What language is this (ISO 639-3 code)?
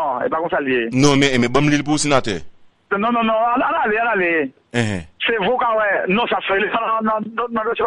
hat